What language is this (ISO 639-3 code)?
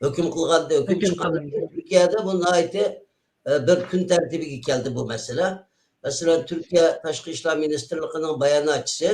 uig